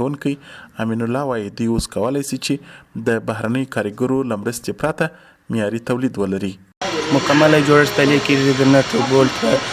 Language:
Pashto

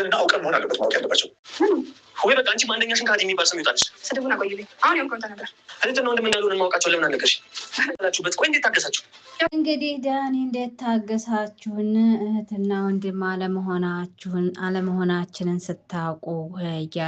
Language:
Amharic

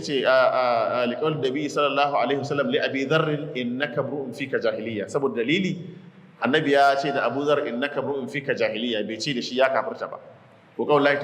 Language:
Hausa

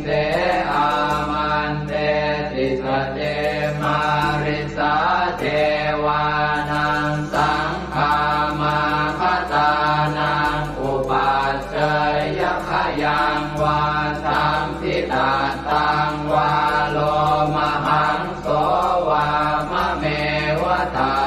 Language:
Pali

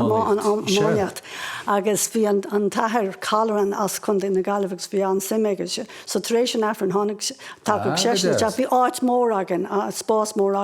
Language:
Irish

